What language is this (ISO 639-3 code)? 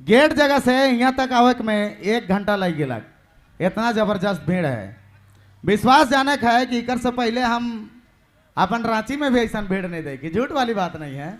sck